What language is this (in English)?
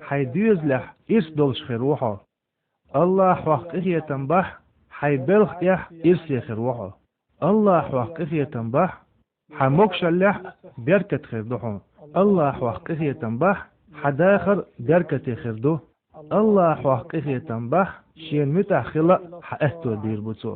Chechen